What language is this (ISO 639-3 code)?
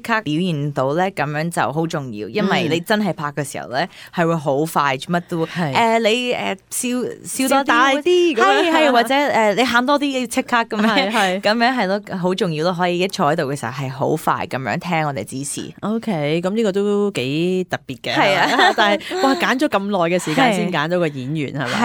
yue